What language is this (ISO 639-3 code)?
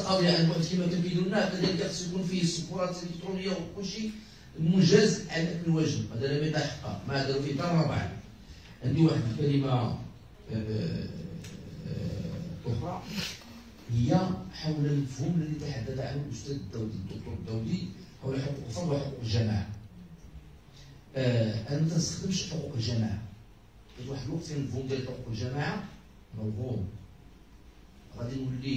ary